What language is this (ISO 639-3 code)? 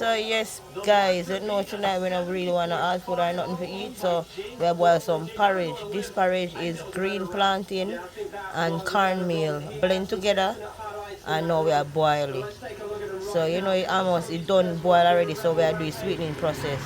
jam